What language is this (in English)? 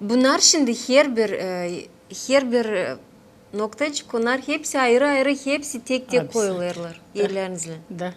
Gagauz